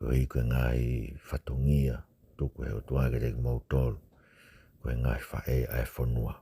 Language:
Tongan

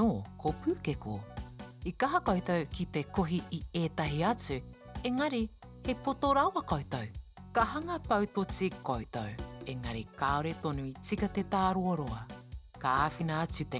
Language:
Māori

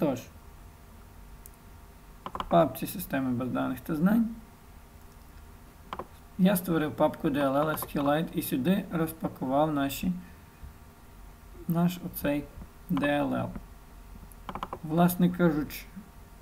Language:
Ukrainian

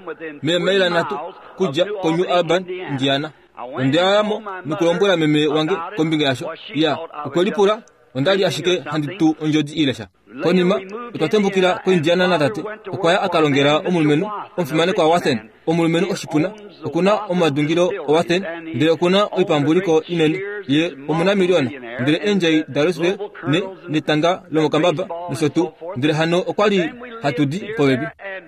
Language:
Kuanyama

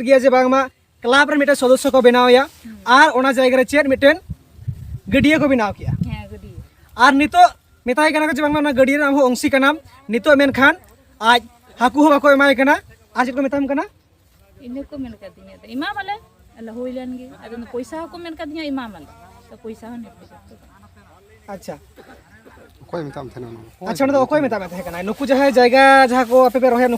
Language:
Santali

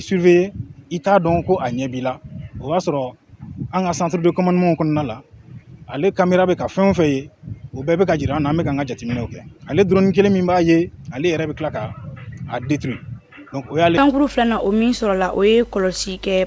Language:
Bambara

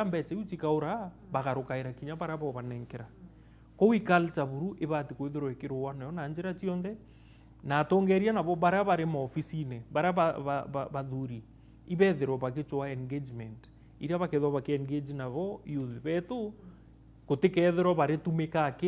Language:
Meru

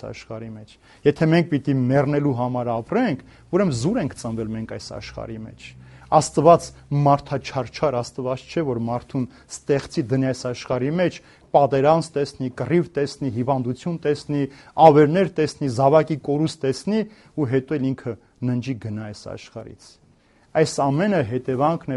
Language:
Armenian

